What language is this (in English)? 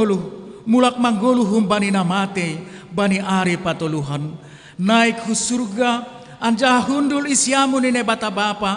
Batak Simalungun